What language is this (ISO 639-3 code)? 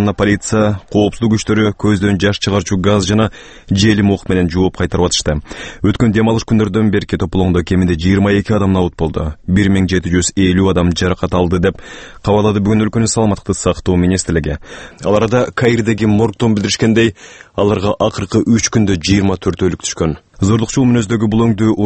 kir